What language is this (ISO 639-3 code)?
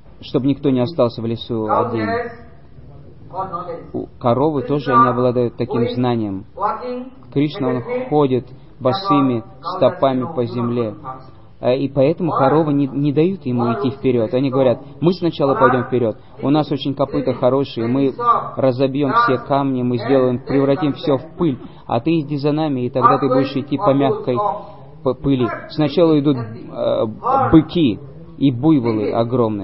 rus